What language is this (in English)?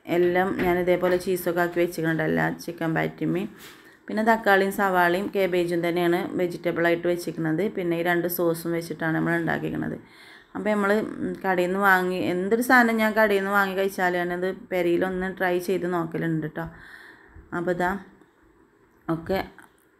Malayalam